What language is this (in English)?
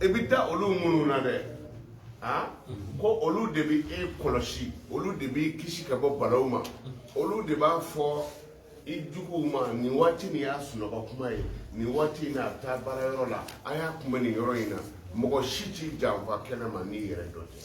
Bambara